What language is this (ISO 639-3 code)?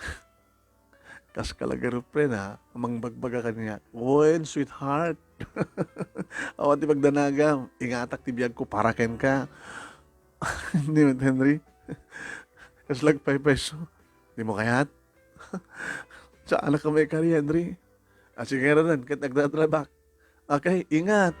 ilo